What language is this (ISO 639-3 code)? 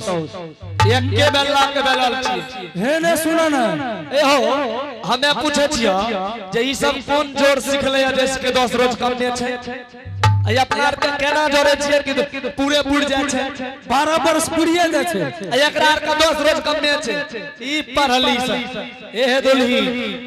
anp